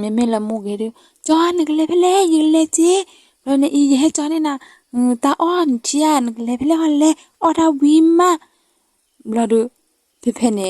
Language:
S'gaw Karen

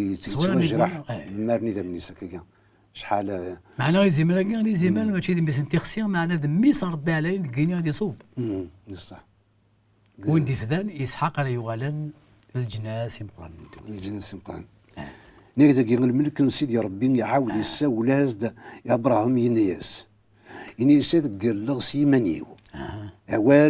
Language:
Kabyle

